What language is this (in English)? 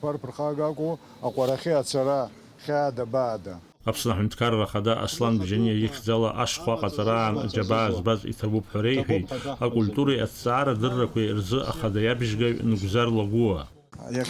Abkhazian